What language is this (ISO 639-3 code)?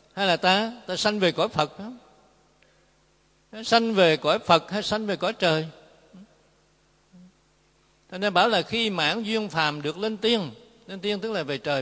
vie